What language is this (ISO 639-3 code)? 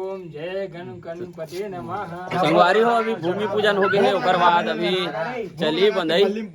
hne